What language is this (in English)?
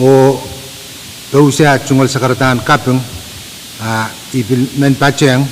Pohnpeian